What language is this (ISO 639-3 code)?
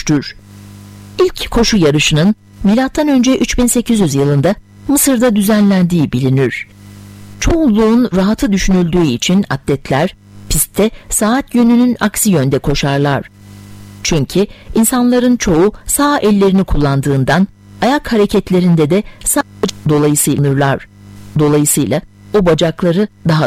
tur